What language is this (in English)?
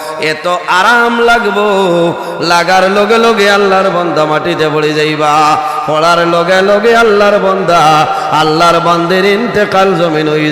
Sylheti